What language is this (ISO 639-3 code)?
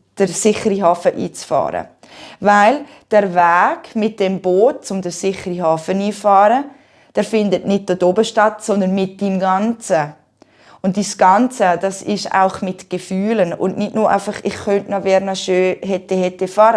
gsw